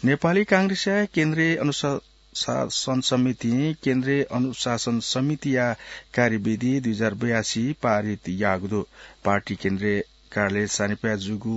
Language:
Newari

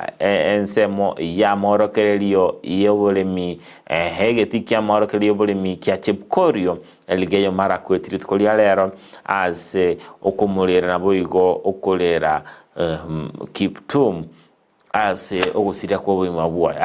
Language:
Gusii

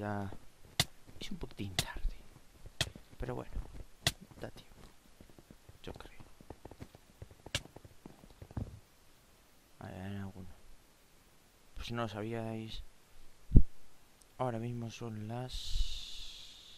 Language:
Spanish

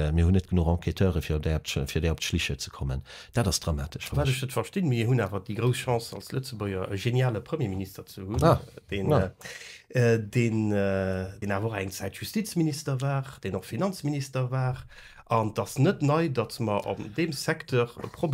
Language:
Luxembourgish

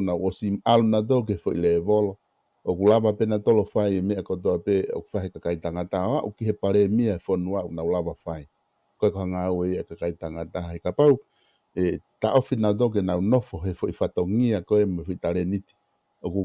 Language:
Tongan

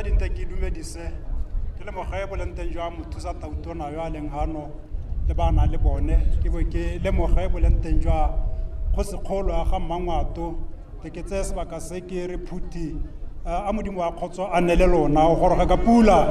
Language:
Tswana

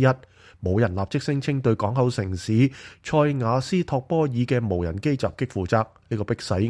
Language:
Cantonese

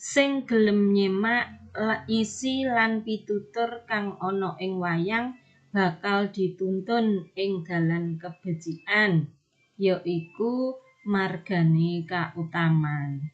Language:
Javanese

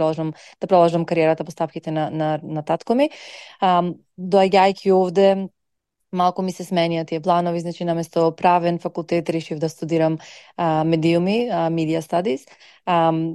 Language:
Macedonian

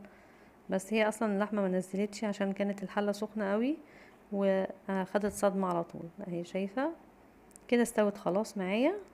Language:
Egyptian Arabic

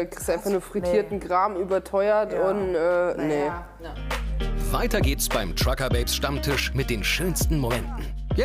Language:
German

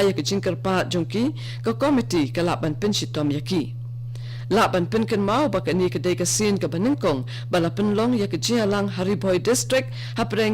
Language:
Khasi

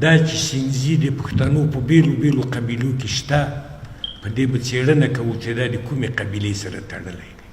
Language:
Pashto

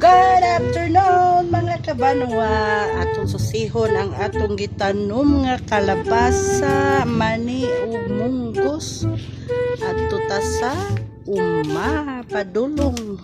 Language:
Cebuano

